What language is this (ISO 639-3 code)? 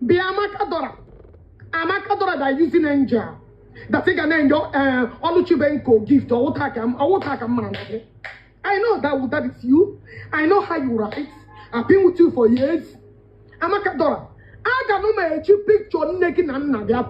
ibo